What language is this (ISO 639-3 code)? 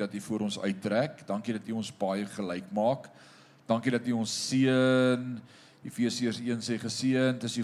afr